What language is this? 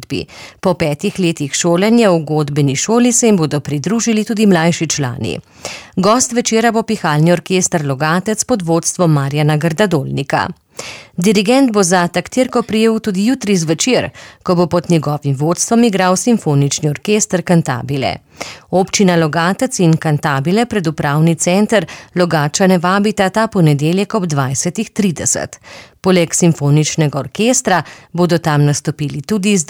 Slovenian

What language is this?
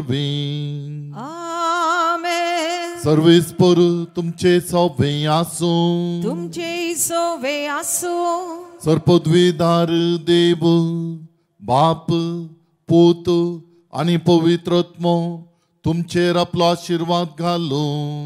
Konkani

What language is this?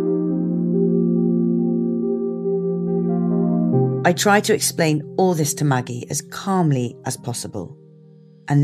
English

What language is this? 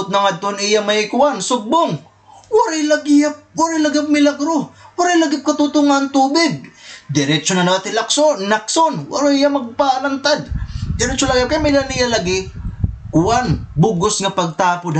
Waray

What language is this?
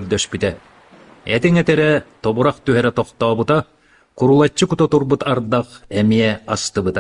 Yakut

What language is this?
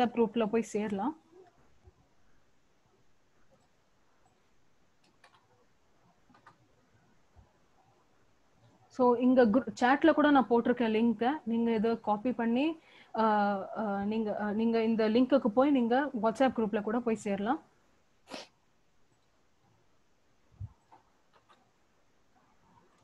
Tamil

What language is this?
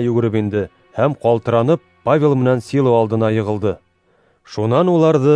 Bashkir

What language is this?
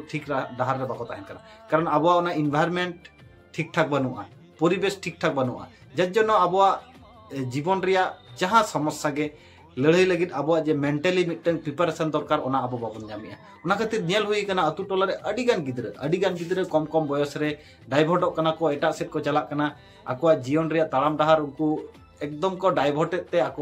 Santali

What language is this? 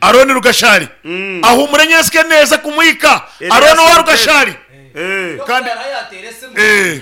Nyankole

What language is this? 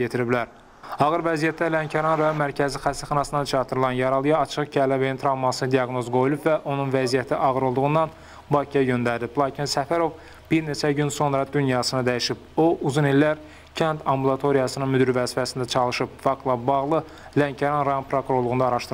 Azerbaijani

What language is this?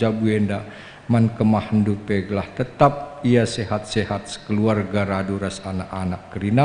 Batak Karo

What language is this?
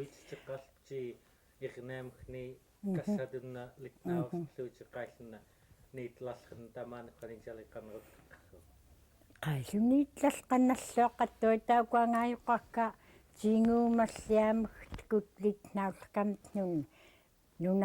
Central Yupik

